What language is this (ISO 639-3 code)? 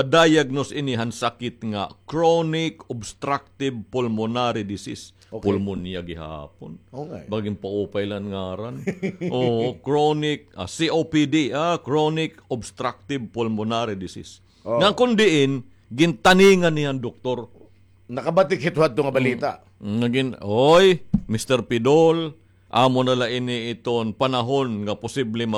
war